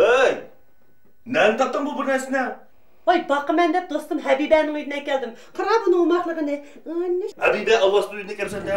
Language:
Uyghur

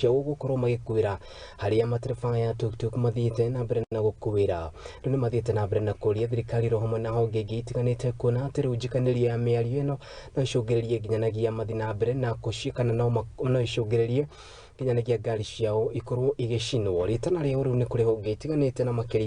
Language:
Kikuyu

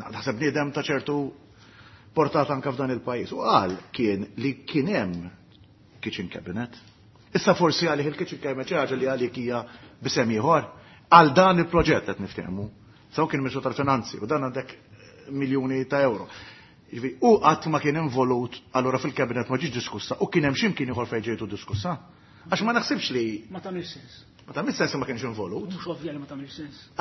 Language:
Maltese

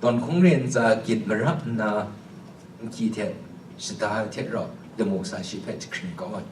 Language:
Kachin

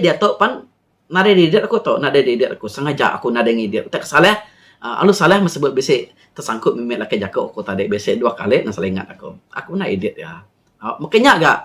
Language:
Iban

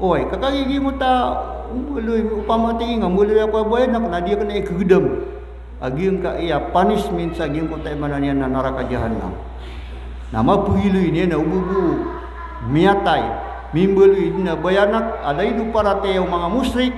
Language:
Maranao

